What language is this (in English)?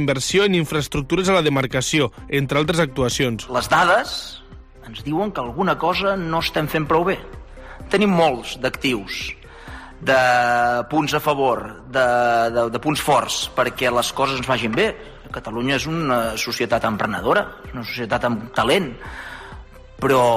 Catalan